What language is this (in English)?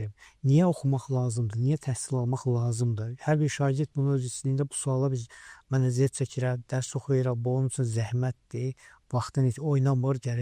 Azerbaijani